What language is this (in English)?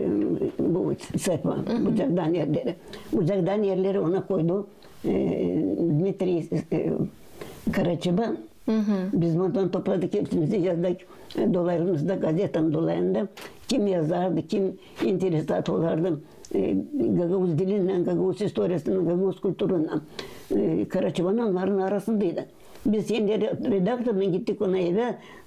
Gagauz